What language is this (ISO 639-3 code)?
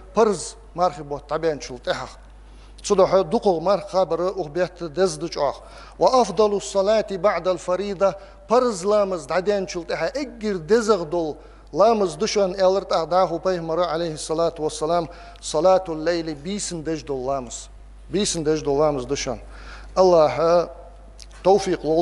inh